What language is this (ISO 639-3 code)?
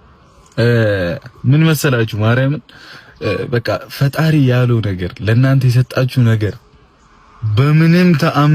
amh